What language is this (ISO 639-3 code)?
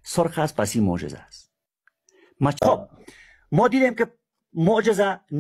fas